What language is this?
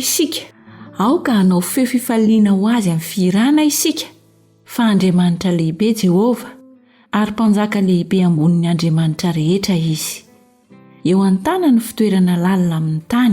Malagasy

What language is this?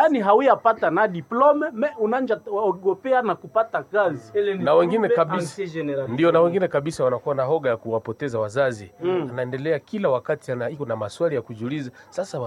Swahili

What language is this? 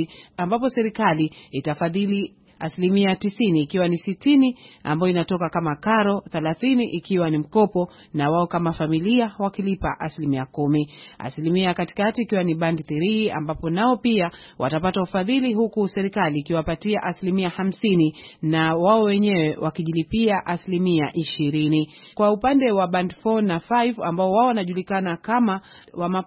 Swahili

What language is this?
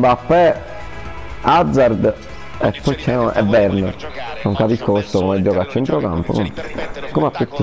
Italian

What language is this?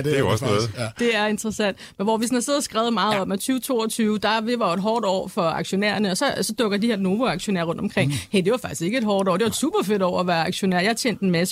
Danish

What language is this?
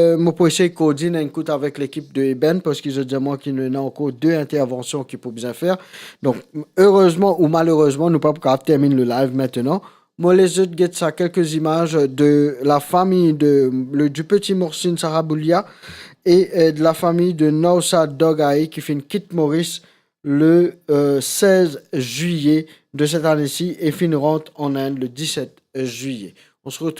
Morisyen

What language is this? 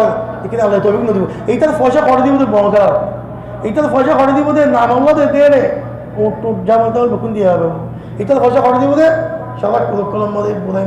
Rohingya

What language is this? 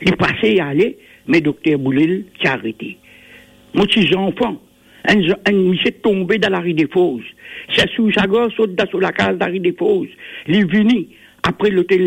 Morisyen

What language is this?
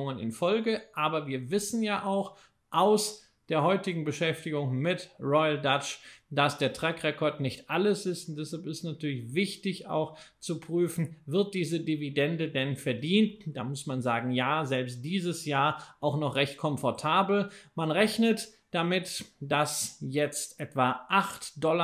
German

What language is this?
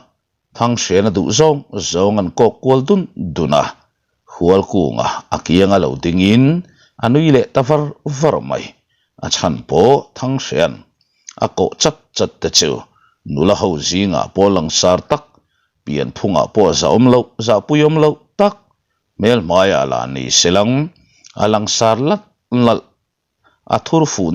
Mizo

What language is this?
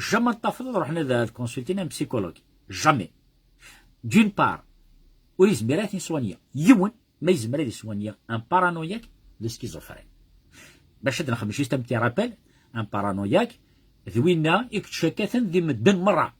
Kabyle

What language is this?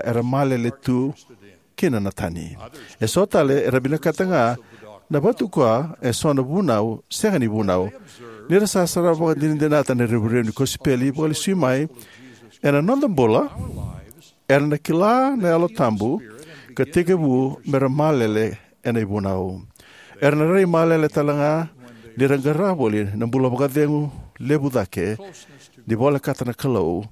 Fijian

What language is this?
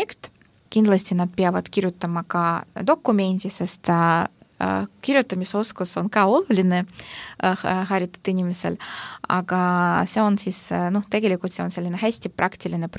Estonian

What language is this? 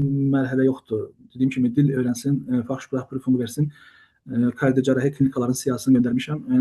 Azerbaijani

